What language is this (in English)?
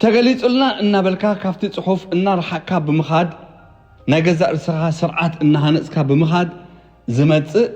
Tigrinya